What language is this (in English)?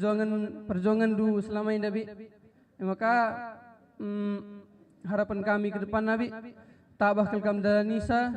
Batak Karo